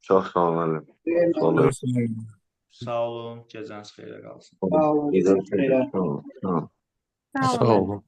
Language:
Azerbaijani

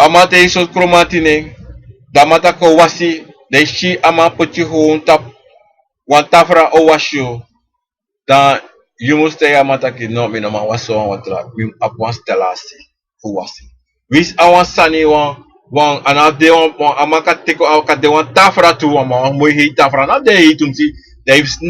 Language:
Sranan Tongo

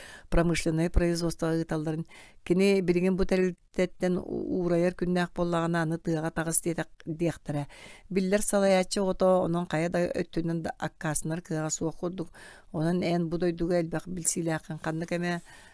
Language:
Yakut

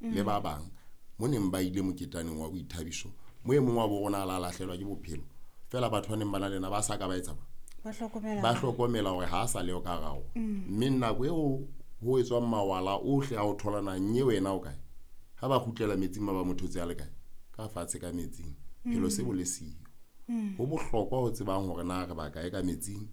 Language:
Southern Sotho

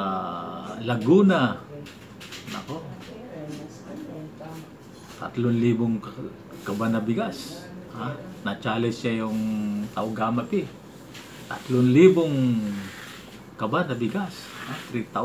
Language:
Filipino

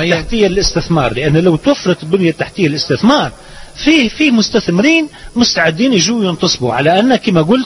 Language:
Tunisian Arabic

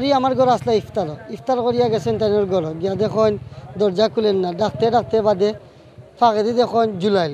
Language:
Sylheti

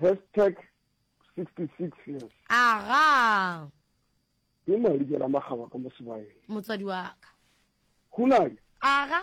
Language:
Northern Sotho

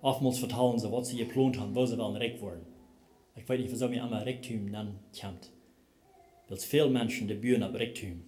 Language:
Plautdietsch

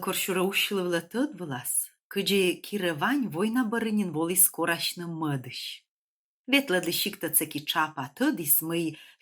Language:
Komi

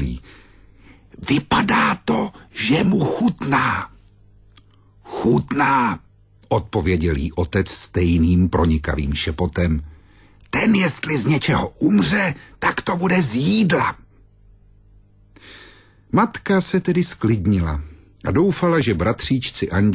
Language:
Czech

